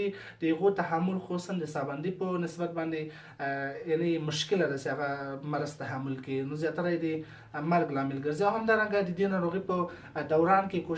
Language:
Pashto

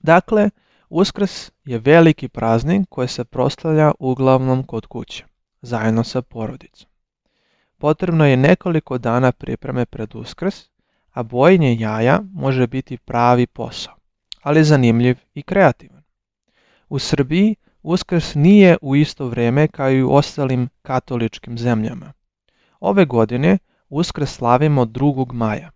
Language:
Serbian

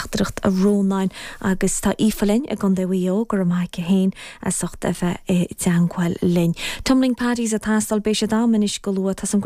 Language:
Irish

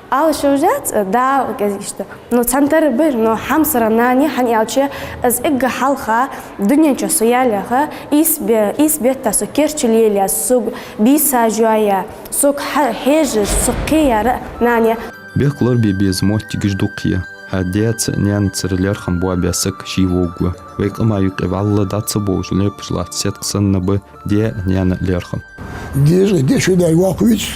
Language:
Ingush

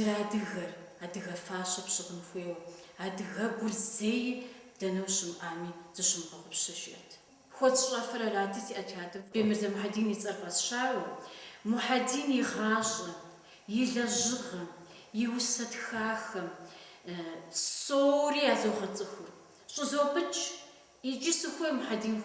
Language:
Kabardian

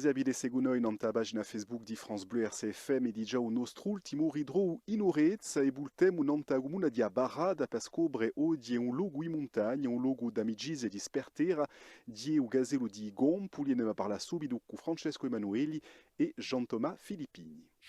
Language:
Corsican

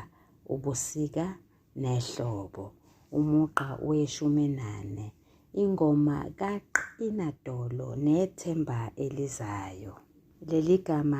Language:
Zulu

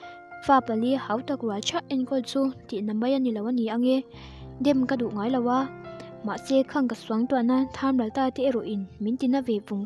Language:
Mizo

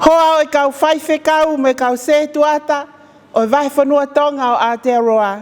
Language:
Tongan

